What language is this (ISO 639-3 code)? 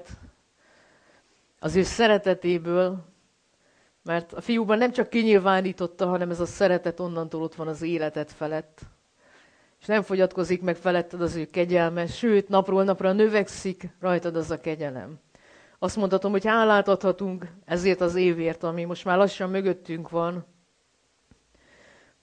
hun